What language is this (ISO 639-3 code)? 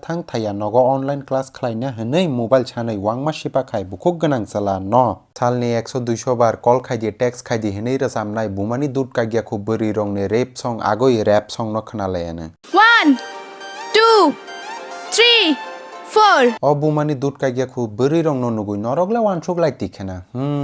trp